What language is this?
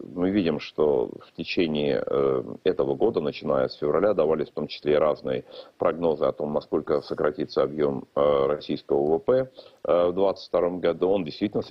Russian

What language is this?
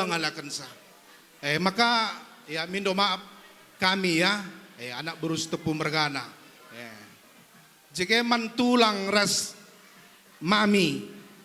Batak Karo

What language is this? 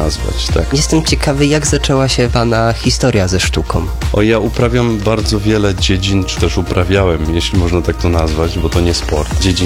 Polish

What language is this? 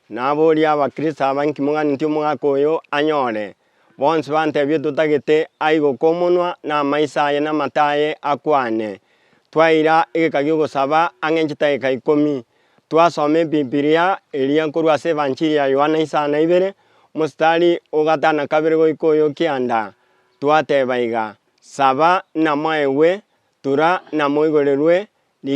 Gusii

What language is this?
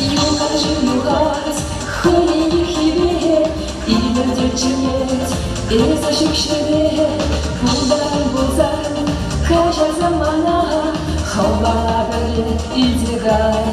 Chuvash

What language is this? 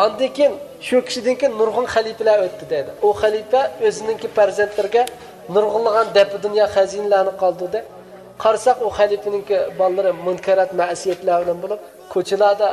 Uyghur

